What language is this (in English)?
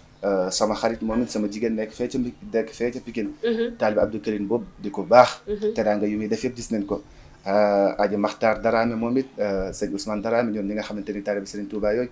Wolof